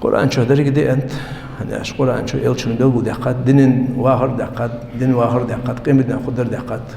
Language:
Ingush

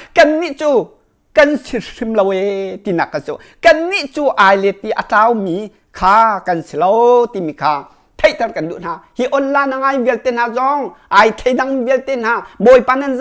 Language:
Hakha Chin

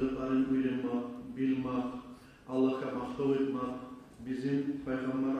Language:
Kumyk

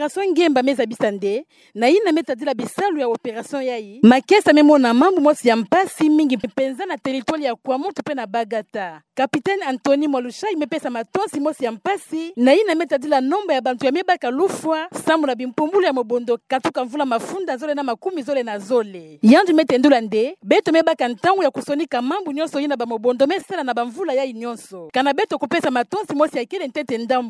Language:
Kituba (Democratic Republic of Congo)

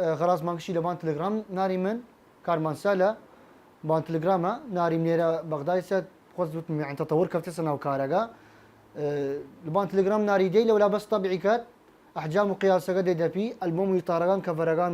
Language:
Southern Kurdish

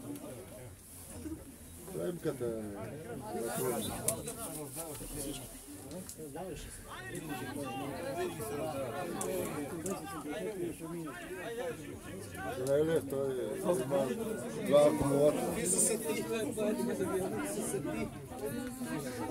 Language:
Bulgarian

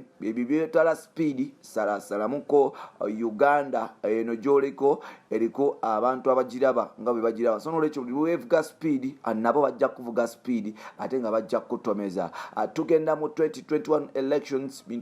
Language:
Ganda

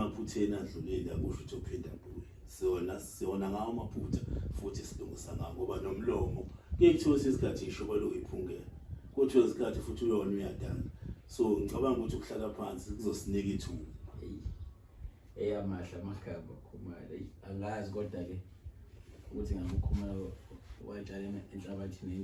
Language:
Zulu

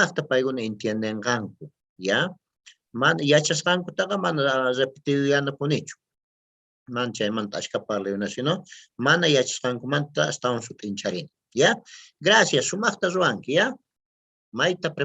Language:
Quechua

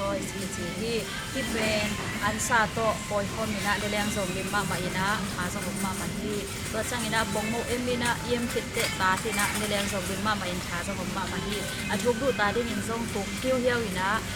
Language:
Tedim Chin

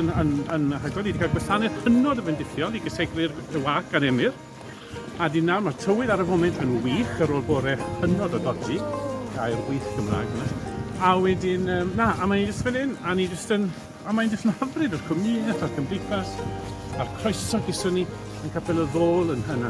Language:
Welsh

